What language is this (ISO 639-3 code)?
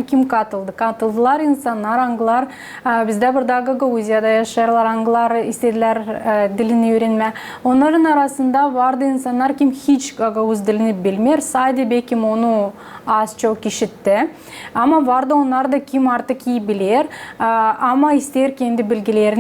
gag